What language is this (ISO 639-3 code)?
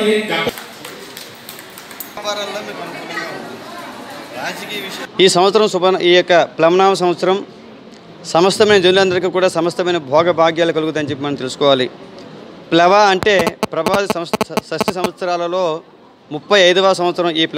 tel